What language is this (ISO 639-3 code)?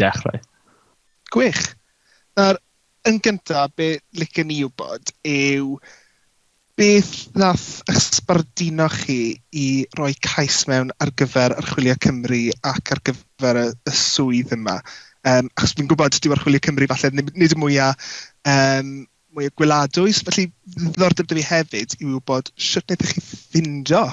cym